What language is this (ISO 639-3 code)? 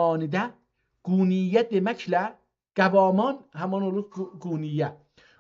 azb